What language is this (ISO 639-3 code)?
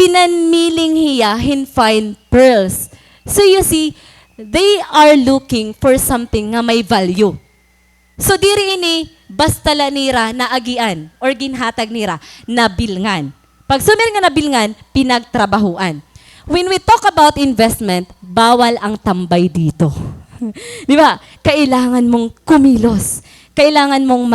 war